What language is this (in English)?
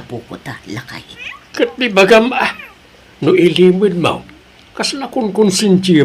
Iloko